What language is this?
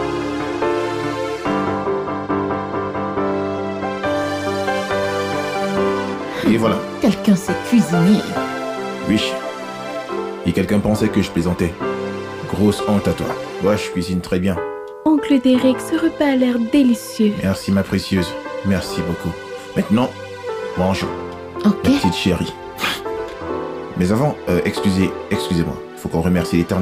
French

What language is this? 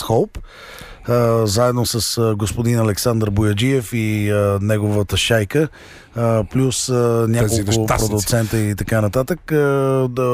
Bulgarian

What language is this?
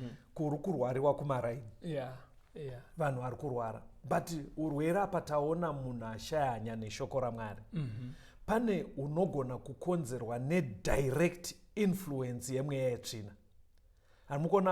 Shona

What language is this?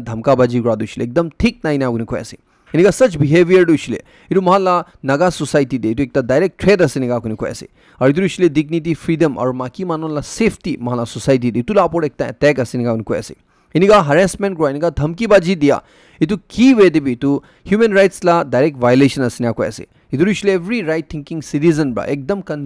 Naga Pidgin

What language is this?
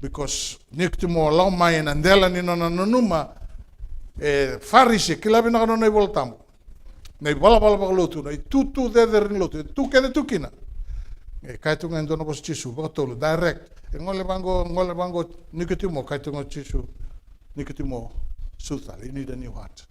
Fijian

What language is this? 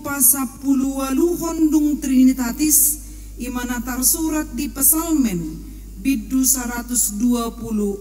Batak Toba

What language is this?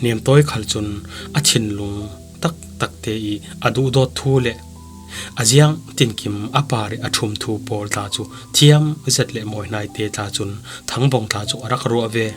Falam Chin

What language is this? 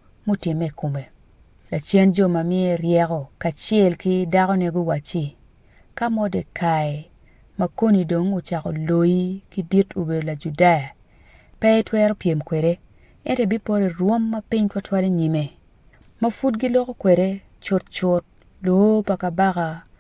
Acoli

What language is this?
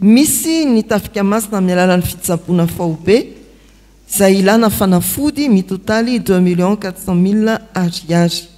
Malagasy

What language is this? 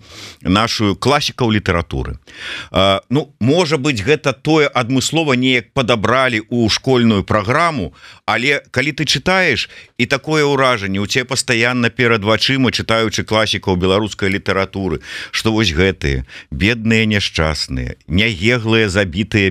Belarusian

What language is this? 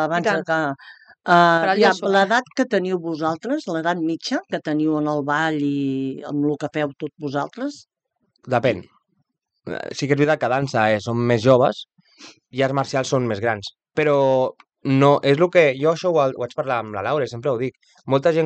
Catalan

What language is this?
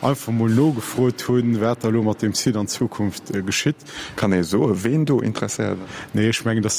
Luxembourgish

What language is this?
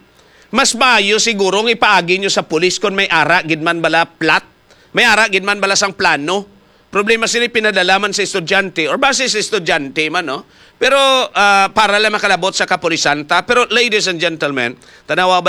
Hiligaynon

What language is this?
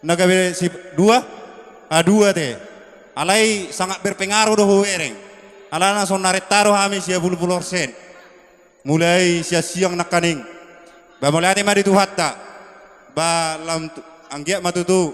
Batak Toba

